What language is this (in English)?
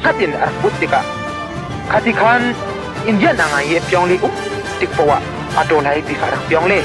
Hakha Chin